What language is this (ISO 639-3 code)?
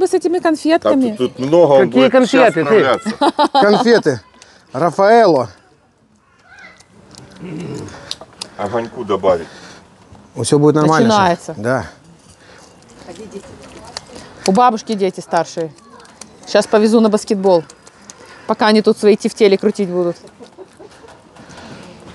rus